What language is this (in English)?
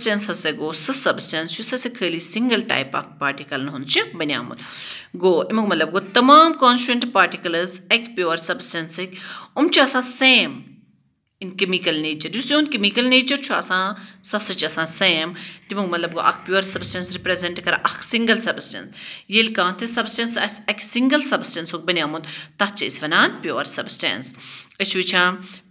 Kashmiri